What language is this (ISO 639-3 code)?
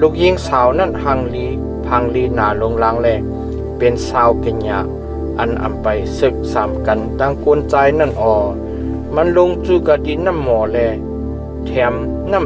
shn